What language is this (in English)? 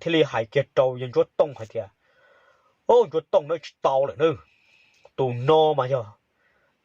Hmong